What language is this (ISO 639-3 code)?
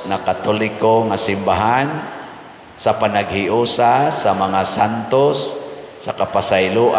ceb